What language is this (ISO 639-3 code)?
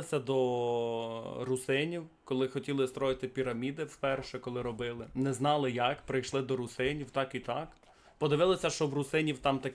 rue